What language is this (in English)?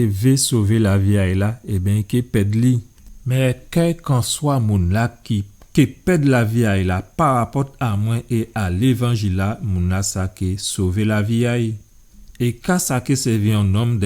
Guadeloupean Creole French